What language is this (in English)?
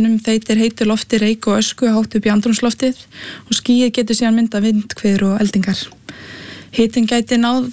Icelandic